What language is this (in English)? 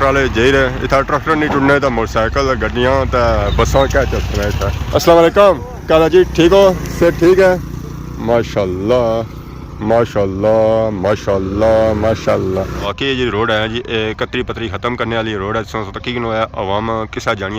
Pahari-Potwari